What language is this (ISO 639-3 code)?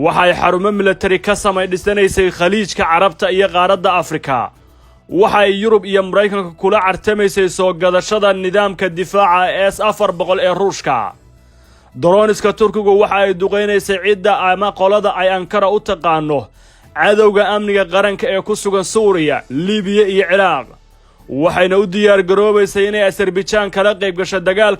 som